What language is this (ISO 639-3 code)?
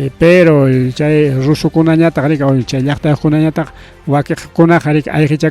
quy